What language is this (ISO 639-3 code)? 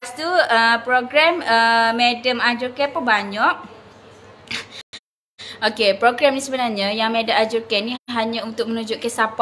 msa